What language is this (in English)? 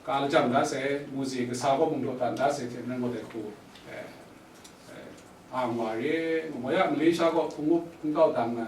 Kachin